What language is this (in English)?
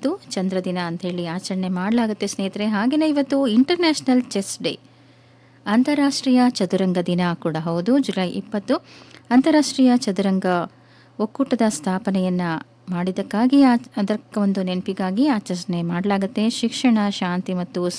Kannada